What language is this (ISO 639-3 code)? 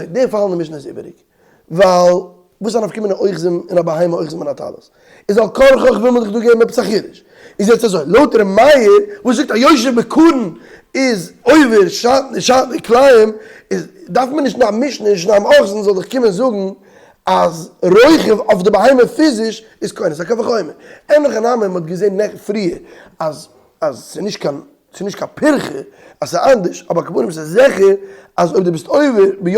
yid